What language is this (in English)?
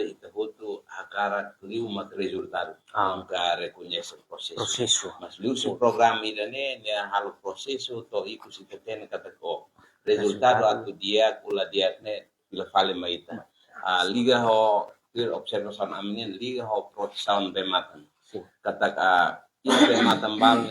Tetum